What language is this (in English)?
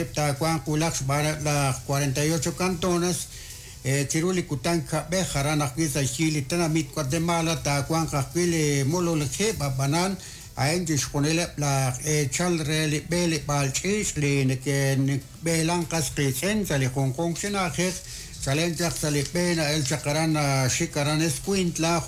Kekchí